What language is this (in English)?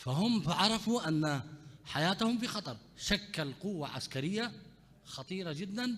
Mesopotamian Arabic